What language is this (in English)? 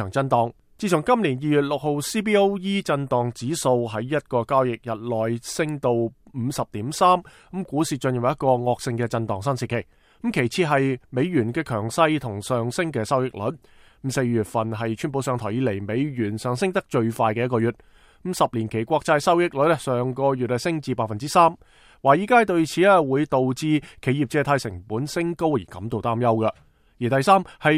Cantonese